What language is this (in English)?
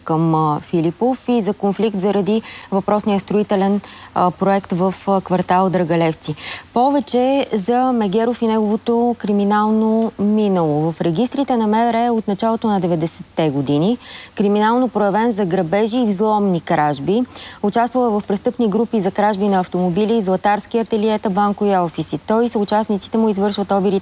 Bulgarian